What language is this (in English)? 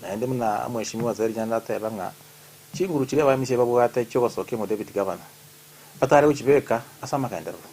Gusii